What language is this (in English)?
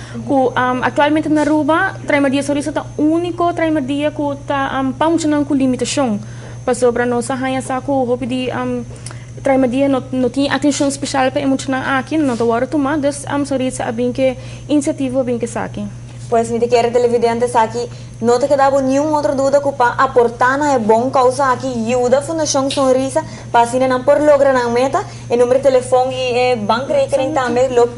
Papiamento